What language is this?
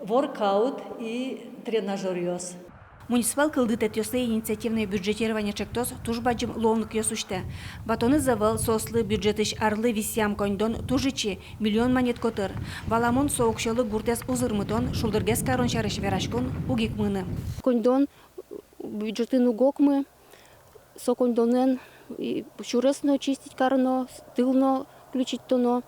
Udmurt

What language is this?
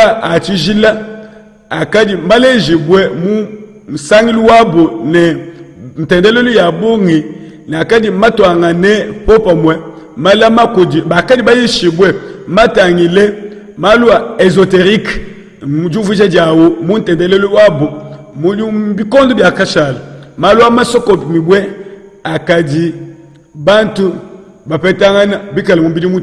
Luba-Lulua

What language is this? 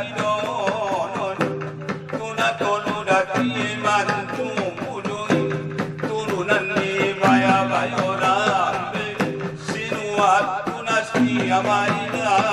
Batak Angkola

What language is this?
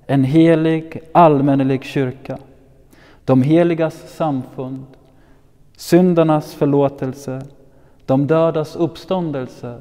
Swedish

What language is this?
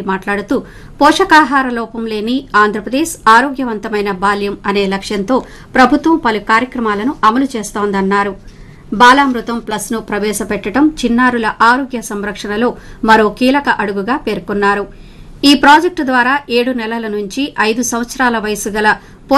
Telugu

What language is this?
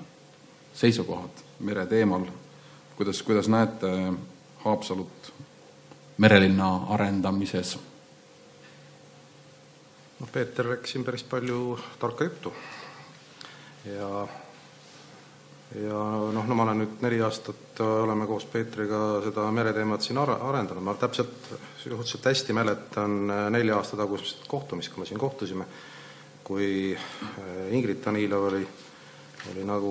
Estonian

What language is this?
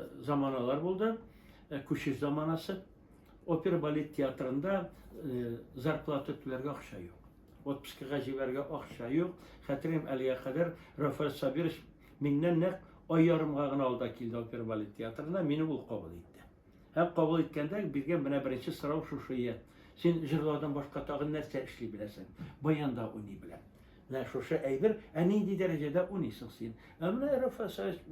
Tatar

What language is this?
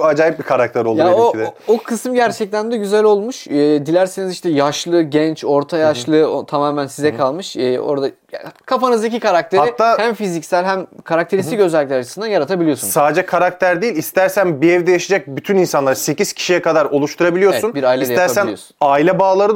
Turkish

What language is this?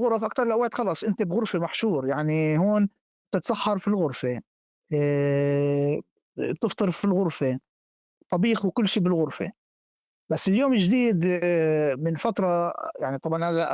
North Levantine Arabic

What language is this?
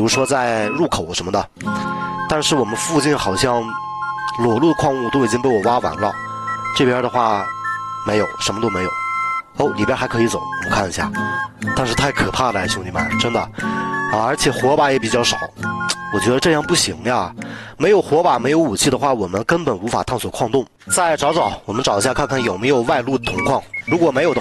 Chinese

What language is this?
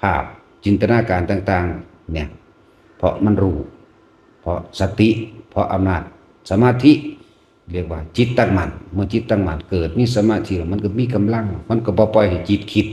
Northeastern Thai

